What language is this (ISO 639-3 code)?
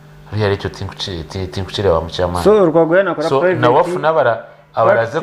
nyn